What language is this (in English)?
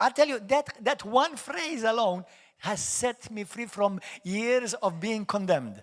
English